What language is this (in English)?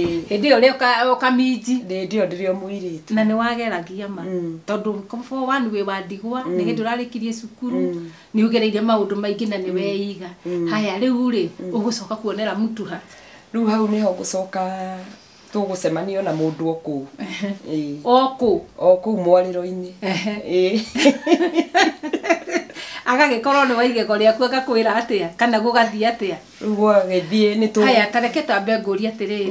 Kikuyu